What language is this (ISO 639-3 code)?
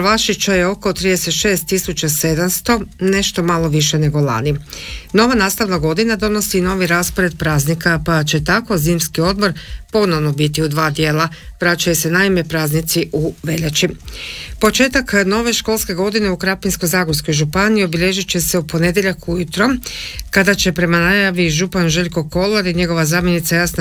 hrv